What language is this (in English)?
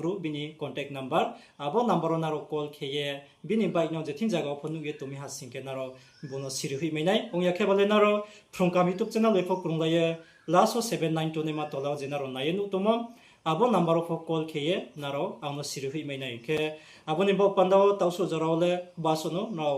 Riang (India)